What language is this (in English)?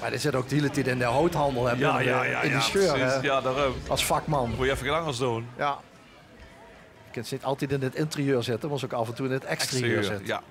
Limburgish